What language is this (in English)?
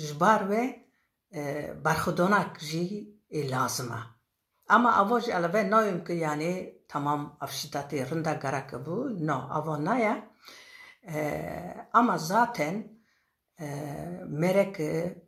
Kurdish